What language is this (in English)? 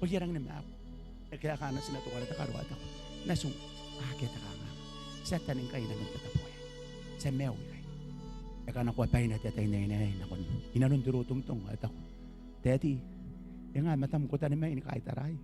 Gilbertese